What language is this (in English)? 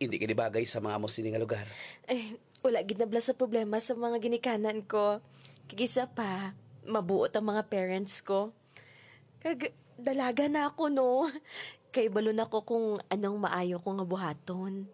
Hiligaynon